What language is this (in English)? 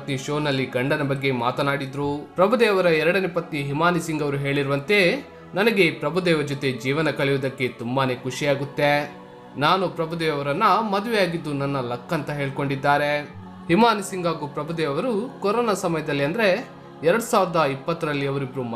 Kannada